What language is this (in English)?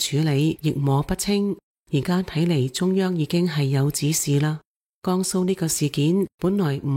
Cantonese